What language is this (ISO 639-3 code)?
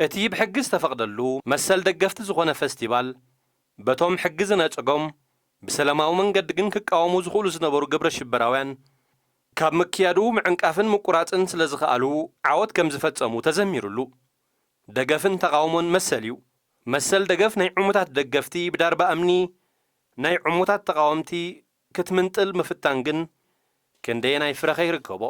tir